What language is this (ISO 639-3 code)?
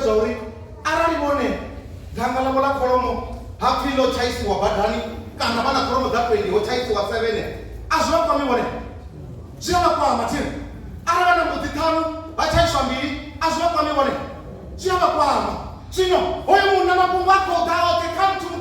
ven